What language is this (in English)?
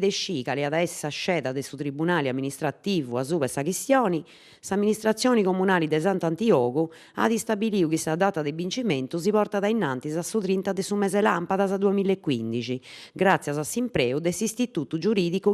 Sardinian